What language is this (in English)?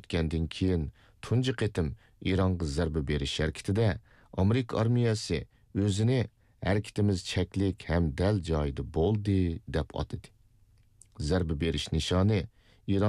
Uyghur